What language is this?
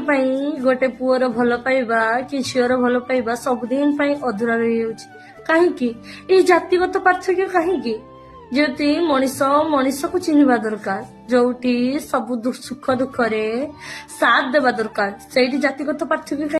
Odia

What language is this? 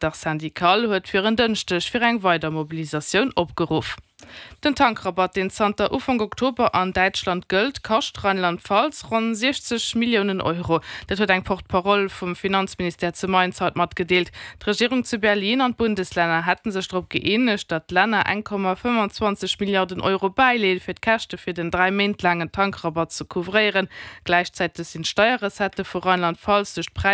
Luxembourgish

